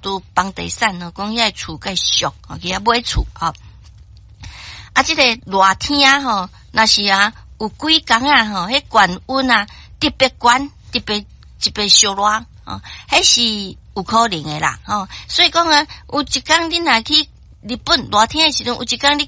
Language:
Min Nan Chinese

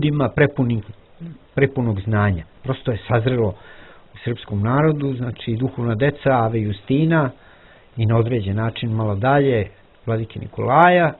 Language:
Serbian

